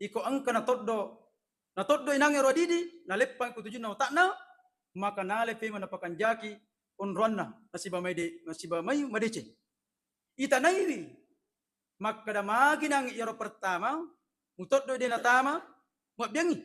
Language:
Buginese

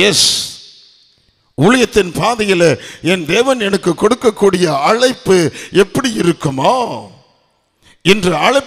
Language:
Tamil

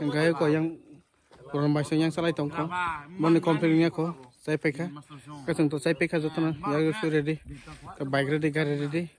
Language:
Kok Borok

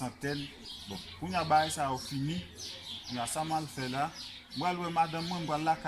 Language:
Haitian Creole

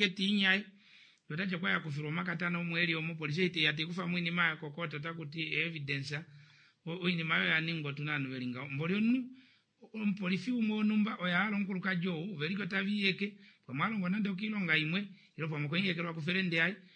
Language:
Kuanyama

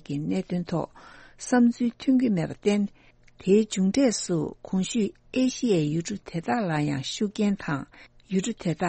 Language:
Tibetan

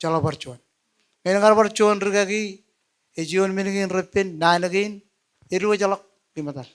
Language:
Marshallese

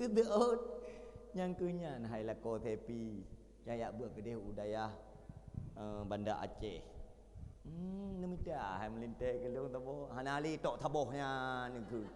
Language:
Achinese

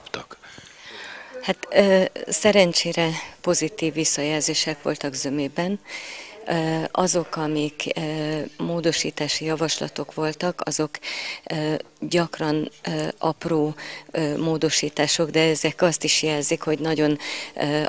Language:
Hungarian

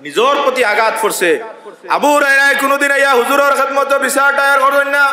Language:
Sylheti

